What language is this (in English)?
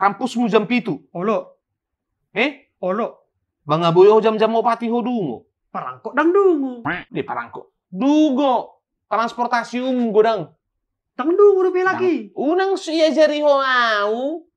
Batak Toba